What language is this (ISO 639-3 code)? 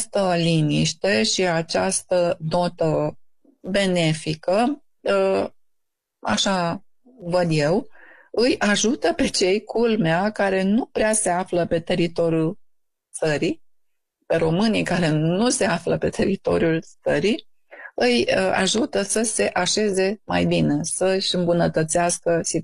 ron